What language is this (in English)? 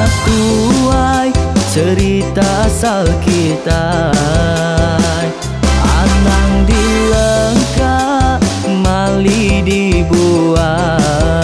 Iban